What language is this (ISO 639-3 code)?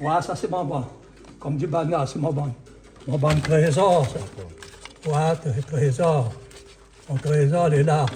rcf